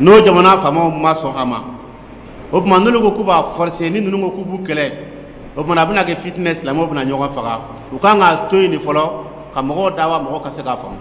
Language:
Dyula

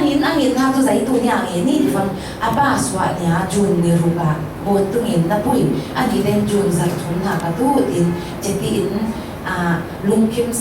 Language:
Falam Chin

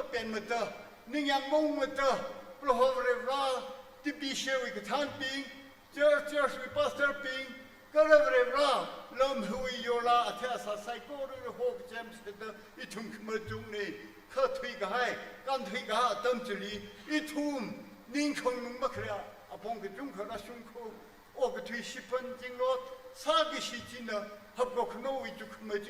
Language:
Tangkhul Naga (India)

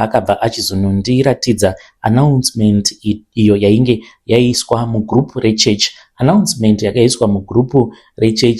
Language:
Shona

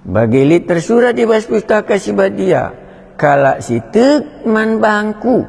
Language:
Batak Karo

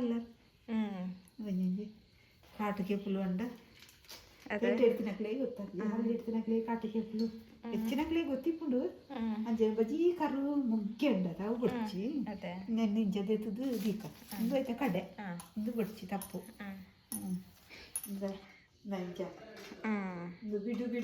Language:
Tulu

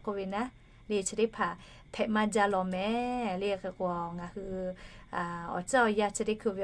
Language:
Lahu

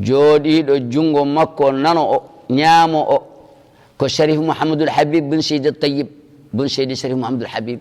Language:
Fula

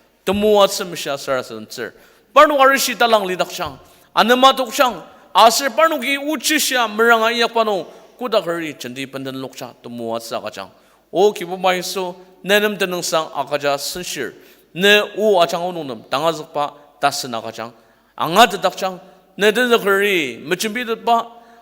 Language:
Ao Naga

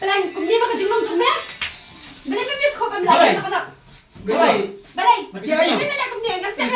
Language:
Khasi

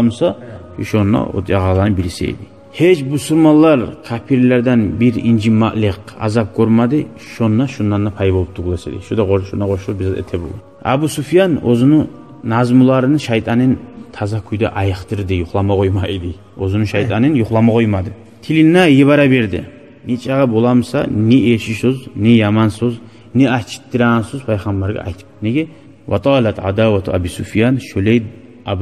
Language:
Kumyk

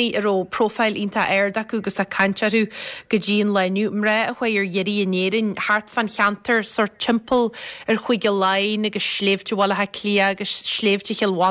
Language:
Irish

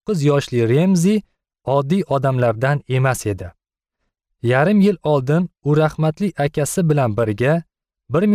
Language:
Uzbek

